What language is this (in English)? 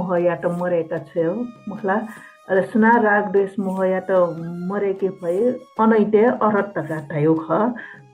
Newari